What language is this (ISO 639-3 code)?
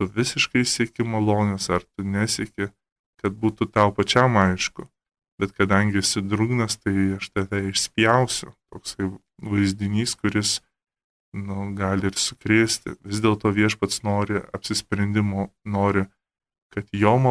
lit